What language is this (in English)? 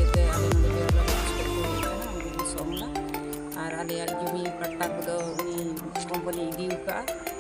Sadri